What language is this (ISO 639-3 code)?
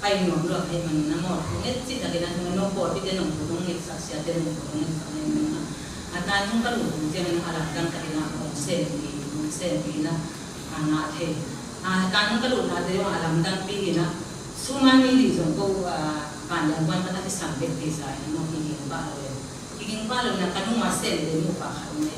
ctd